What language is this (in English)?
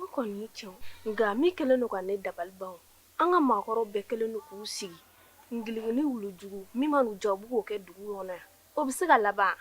Bambara